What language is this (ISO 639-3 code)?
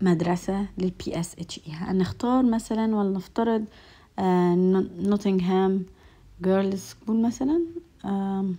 arz